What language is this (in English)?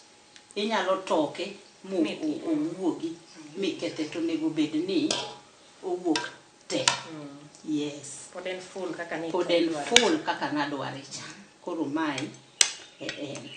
Luo (Kenya and Tanzania)